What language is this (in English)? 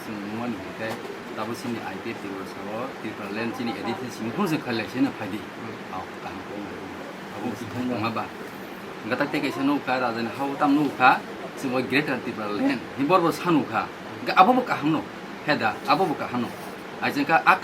Kok Borok